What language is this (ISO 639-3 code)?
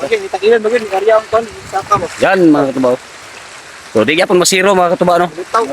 ceb